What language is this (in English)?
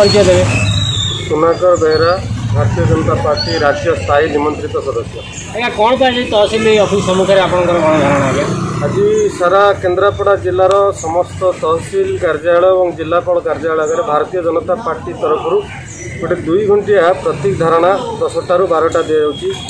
Odia